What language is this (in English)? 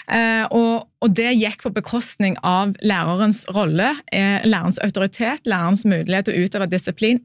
Norwegian